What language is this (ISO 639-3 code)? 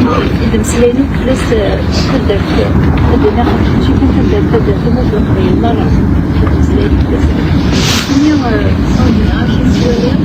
kab